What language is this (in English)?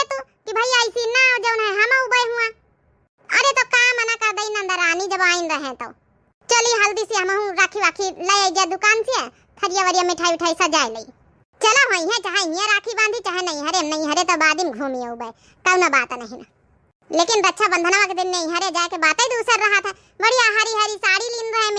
Awadhi